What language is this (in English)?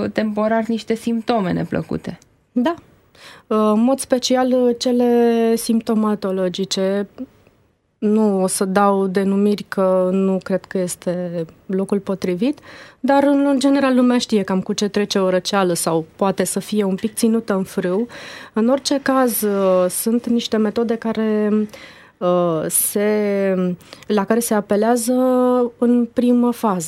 Romanian